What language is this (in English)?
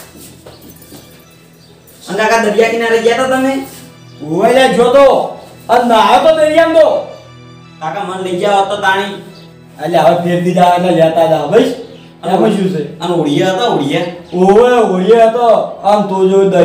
Gujarati